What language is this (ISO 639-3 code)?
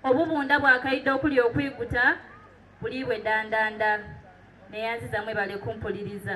xog